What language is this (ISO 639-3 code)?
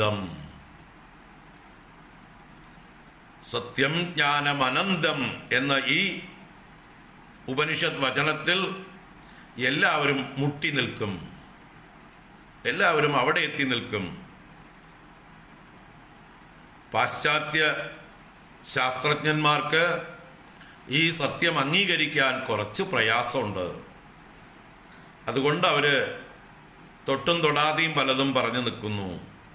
mal